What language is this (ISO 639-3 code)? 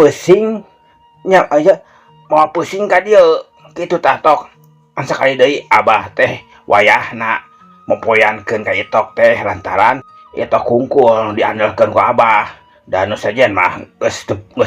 sun